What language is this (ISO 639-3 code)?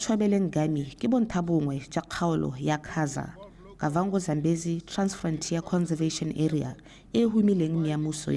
tsn